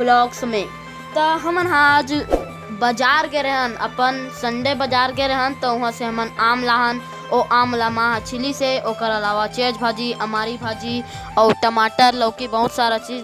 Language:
Chhattisgarhi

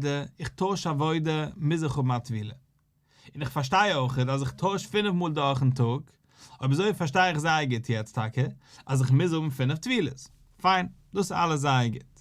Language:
Yiddish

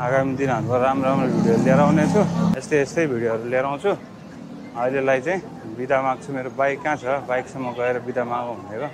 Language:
Nepali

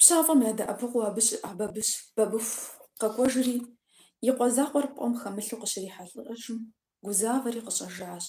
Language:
Kabardian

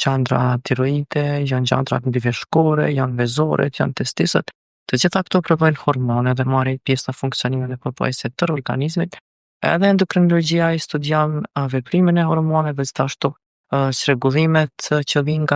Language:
Albanian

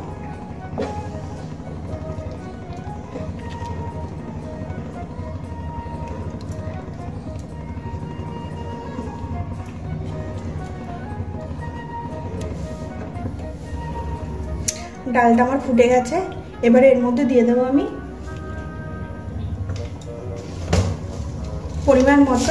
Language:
Bangla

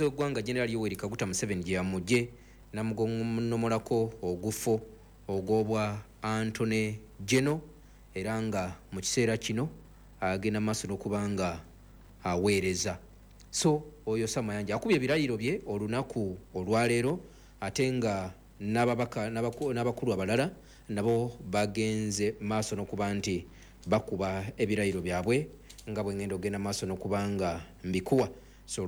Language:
Ganda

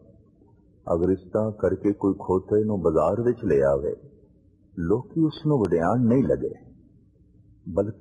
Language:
Punjabi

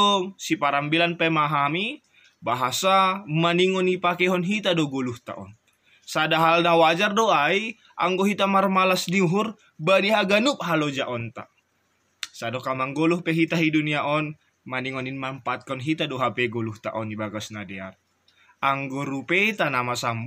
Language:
Batak Simalungun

